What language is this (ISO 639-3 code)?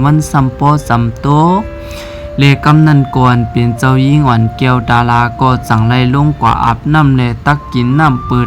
shn